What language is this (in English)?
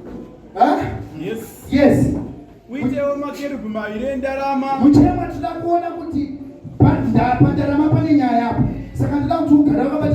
Shona